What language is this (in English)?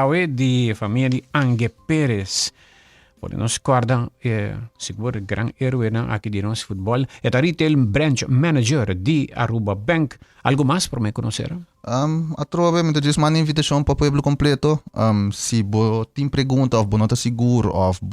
Papiamento